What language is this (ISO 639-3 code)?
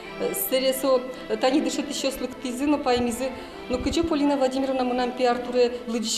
udm